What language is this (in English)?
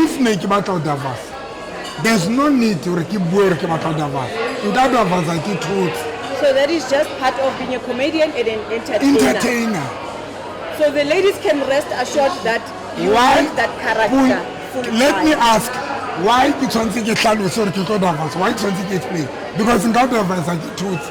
Southern Sotho